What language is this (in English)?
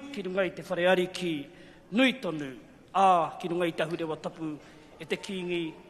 Māori